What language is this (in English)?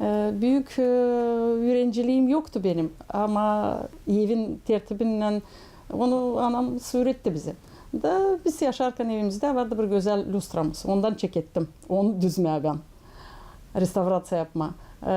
Gagauz